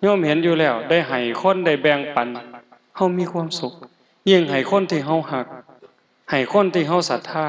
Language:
Northeastern Thai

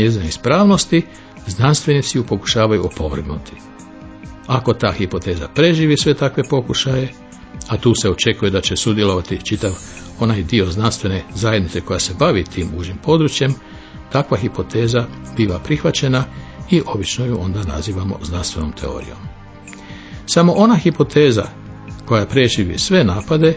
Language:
Croatian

